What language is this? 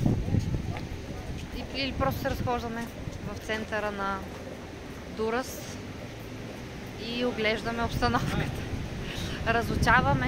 Bulgarian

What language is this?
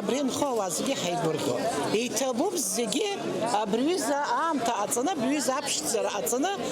Abkhazian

